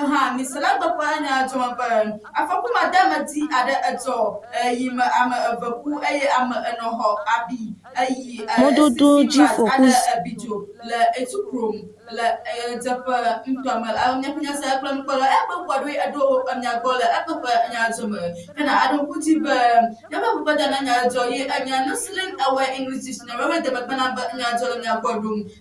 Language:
Ewe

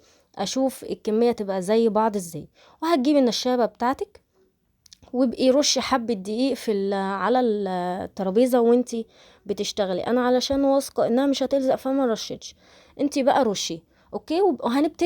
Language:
Egyptian Arabic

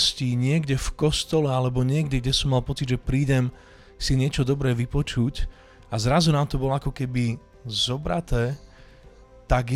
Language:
Slovak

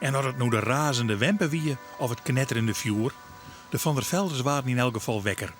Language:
Western Frisian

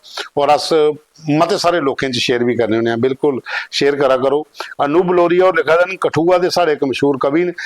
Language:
Dogri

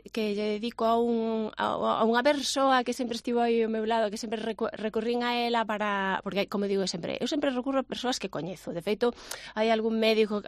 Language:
Galician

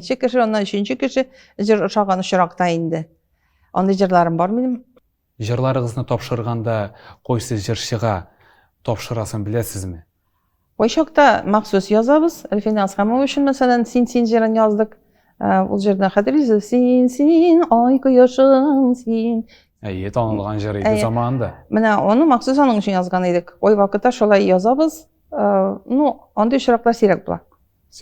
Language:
Tatar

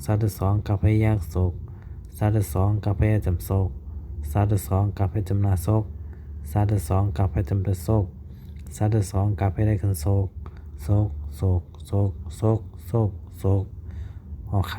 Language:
Shan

